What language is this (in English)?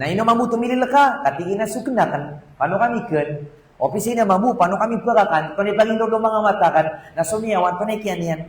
Maranao